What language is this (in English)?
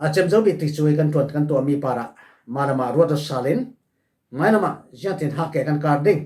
Falam Chin